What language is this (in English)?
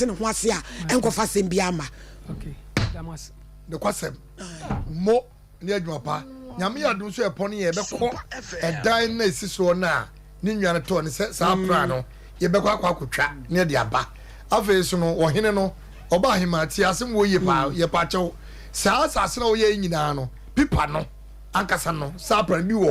Akan